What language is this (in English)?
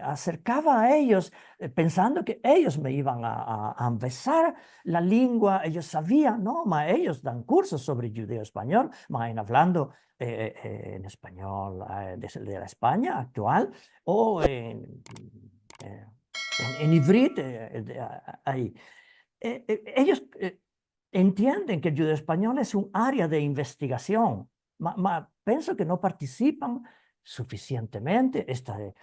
Ladino